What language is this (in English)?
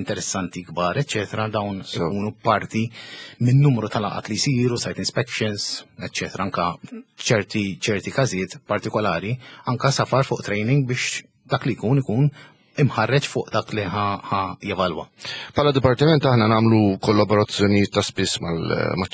Maltese